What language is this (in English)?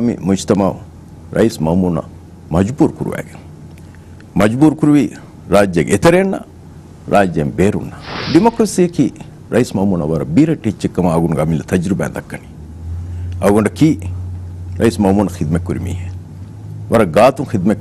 Divehi